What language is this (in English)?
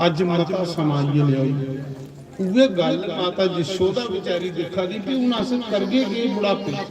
Dogri